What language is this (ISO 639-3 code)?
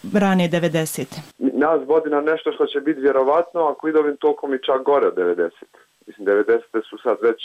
srp